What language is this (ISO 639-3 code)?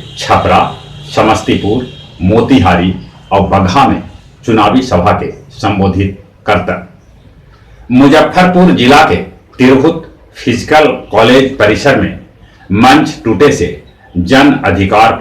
mag